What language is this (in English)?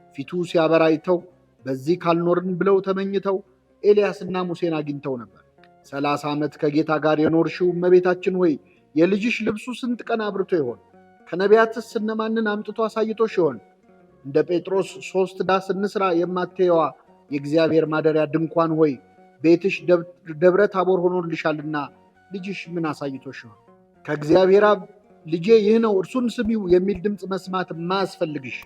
Amharic